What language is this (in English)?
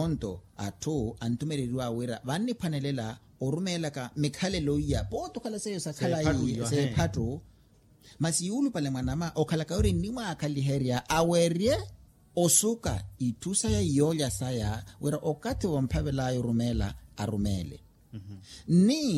Makhuwa